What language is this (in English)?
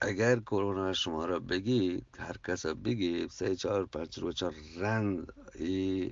Eastern Balochi